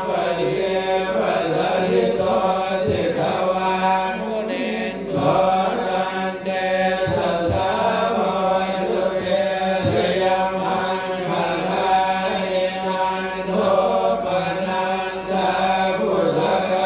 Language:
Pali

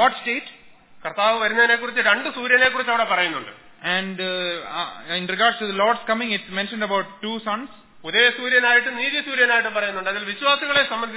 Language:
Malayalam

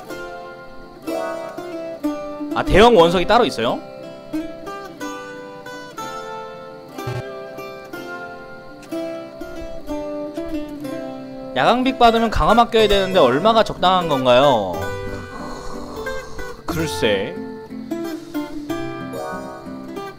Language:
Korean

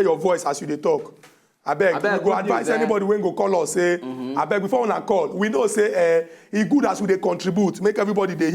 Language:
Nigerian Pidgin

